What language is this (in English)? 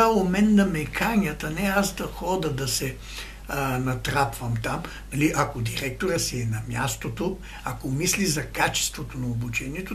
Bulgarian